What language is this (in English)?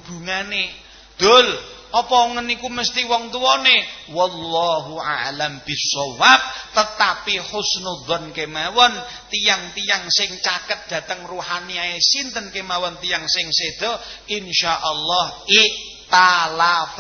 Javanese